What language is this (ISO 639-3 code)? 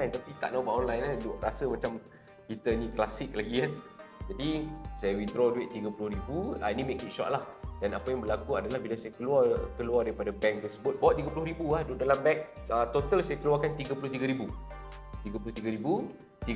msa